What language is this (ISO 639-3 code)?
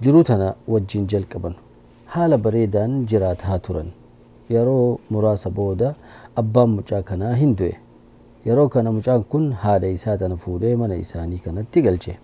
orm